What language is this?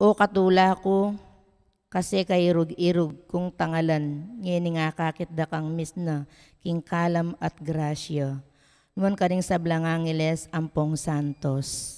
Pampanga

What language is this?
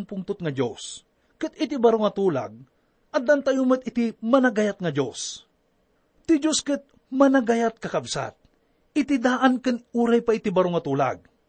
Iloko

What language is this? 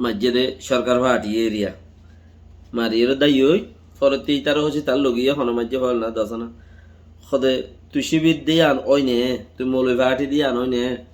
Rohingya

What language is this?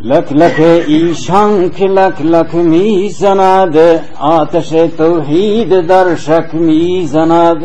Baluchi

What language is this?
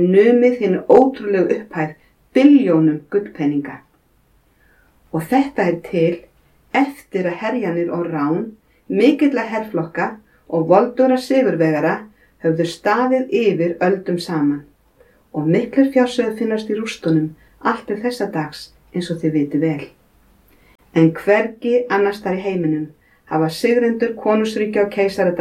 Icelandic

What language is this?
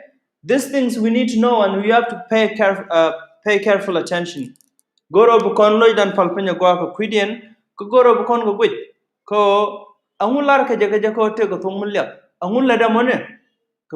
Nuer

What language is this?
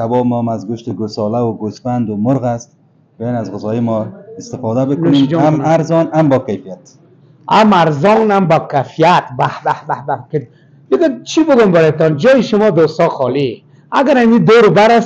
Persian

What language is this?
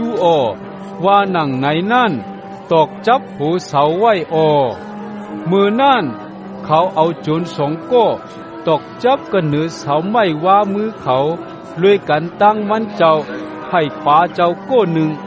Shan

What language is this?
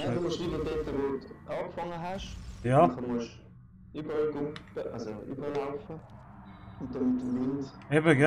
Swiss German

